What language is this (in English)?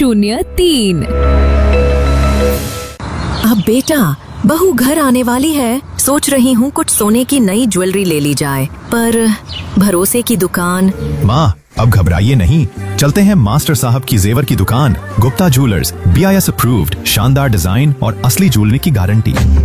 Hindi